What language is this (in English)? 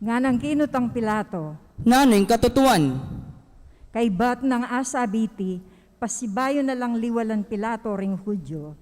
Pampanga